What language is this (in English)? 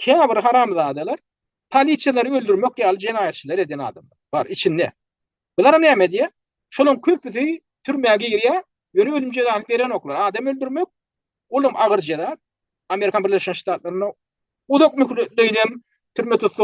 Turkmen